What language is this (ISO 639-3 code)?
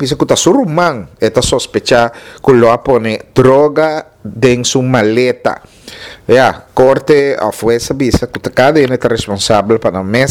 pap